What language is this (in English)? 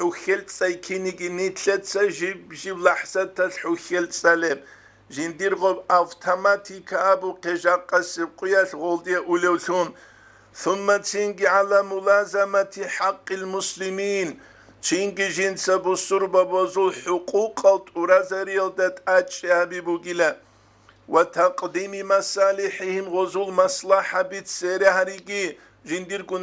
Avaric